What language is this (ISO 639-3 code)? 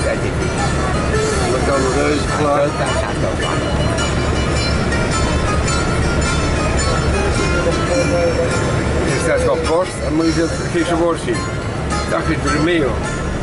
nld